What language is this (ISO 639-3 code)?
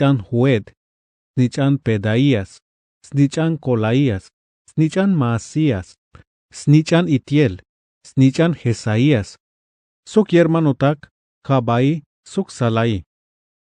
tzh